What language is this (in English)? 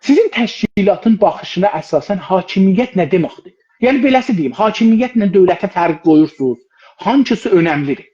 South Azerbaijani